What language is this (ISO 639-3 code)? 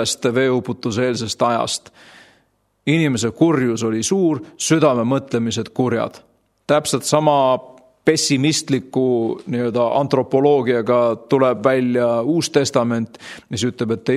est